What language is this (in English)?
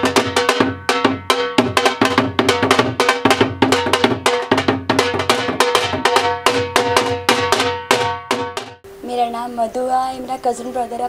Punjabi